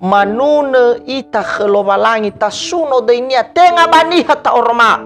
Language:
Nias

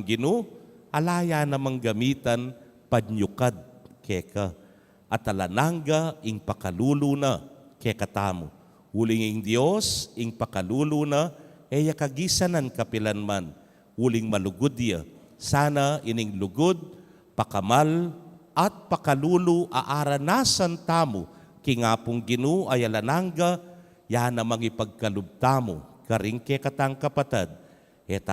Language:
Pampanga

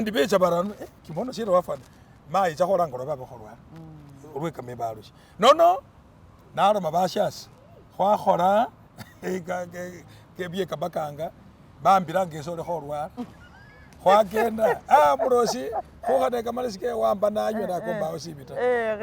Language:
Masaaba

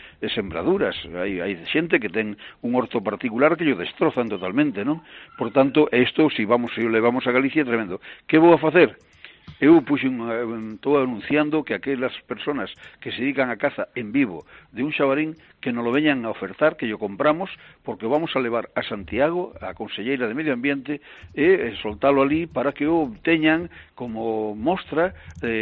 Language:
Galician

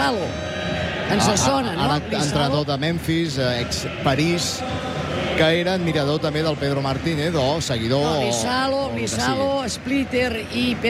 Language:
Catalan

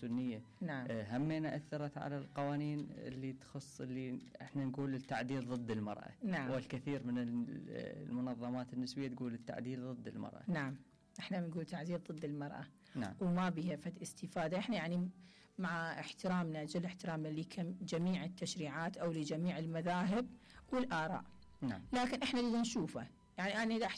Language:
Mesopotamian Arabic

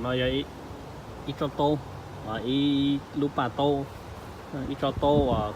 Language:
Hmong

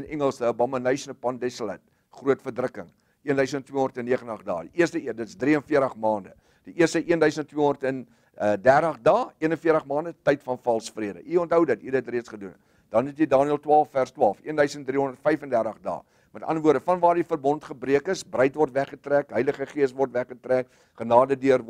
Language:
Afrikaans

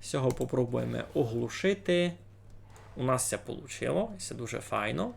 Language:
Rusyn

